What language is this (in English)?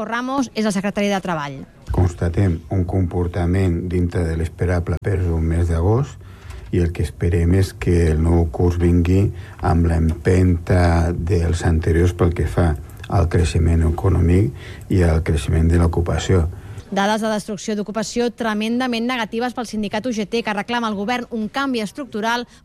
Catalan